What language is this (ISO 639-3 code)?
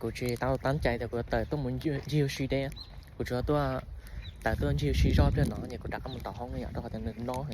hmn